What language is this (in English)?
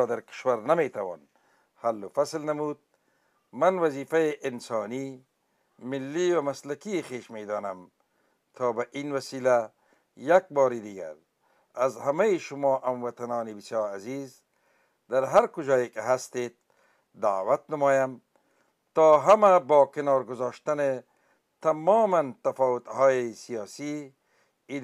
Persian